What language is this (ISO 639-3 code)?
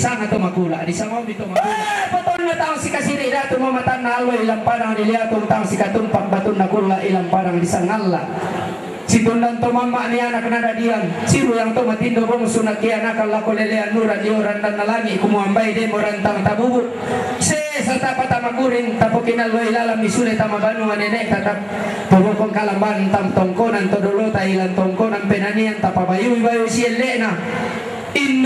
sda